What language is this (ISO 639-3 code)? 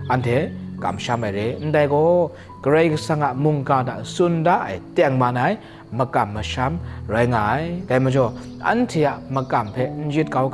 kac